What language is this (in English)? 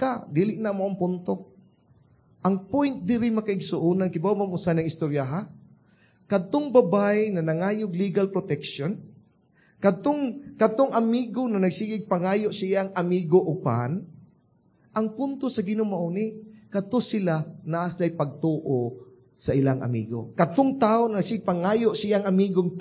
Cebuano